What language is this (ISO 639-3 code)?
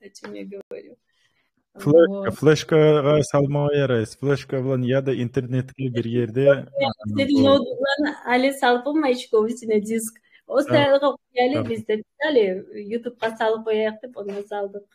kum